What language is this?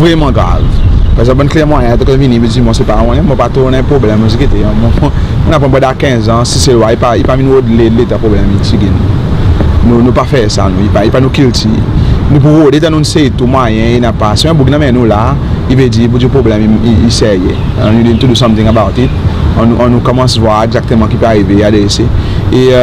Seselwa Creole French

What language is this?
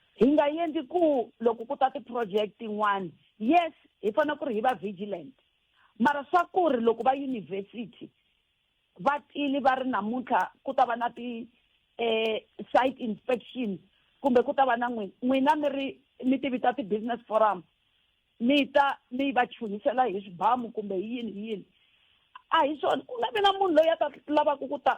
Tsonga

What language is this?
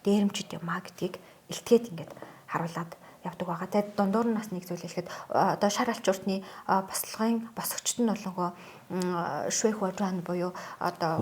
Mongolian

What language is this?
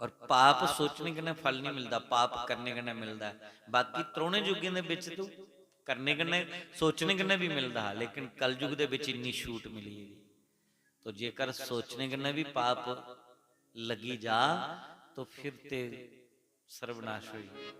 Dogri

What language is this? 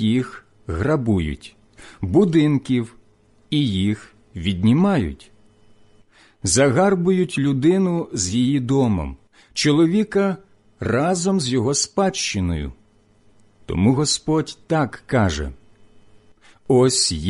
Ukrainian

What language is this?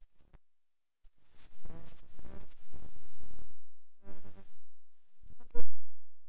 Afrikaans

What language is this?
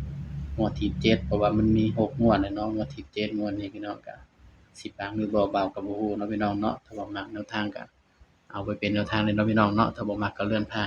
Northeastern Thai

